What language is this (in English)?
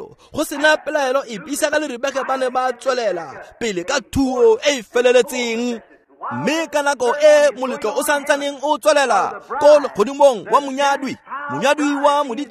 Tswana